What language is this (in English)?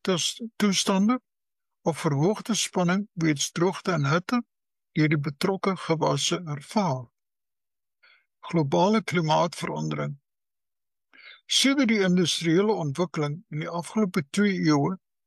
Afrikaans